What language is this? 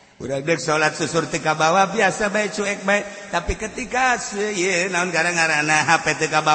Sundanese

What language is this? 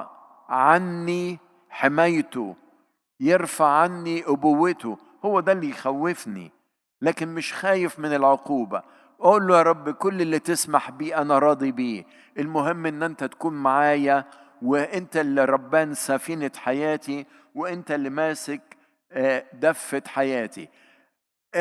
Egyptian Arabic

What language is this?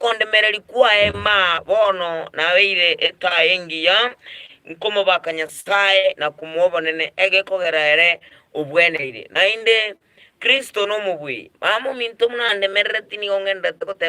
Gusii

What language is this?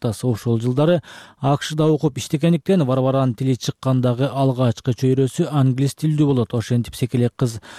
Kyrgyz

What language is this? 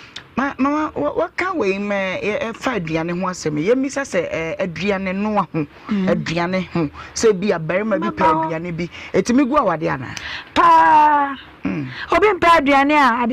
Akan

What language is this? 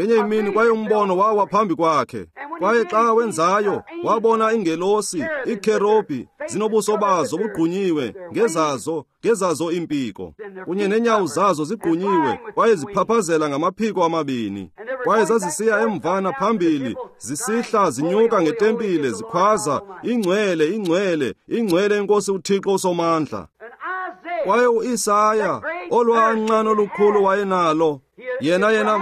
Xhosa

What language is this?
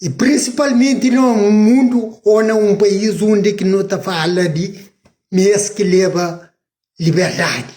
Kabuverdianu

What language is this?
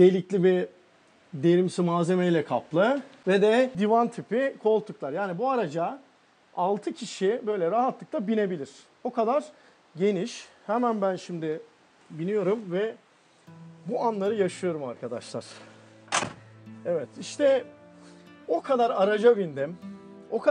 Turkish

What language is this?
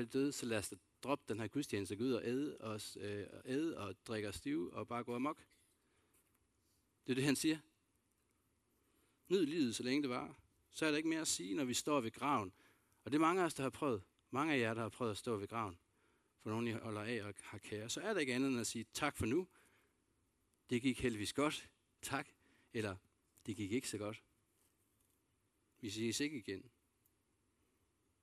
Danish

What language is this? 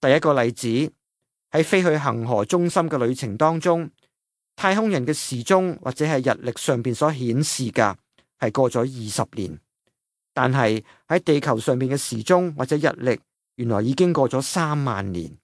Cantonese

